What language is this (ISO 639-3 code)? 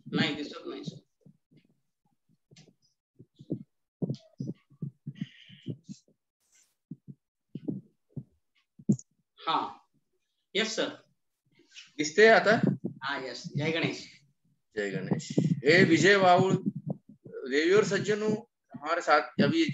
mar